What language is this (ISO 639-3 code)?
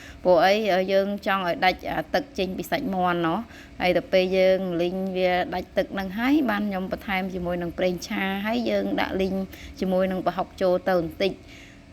khm